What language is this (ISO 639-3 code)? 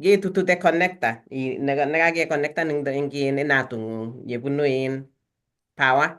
kln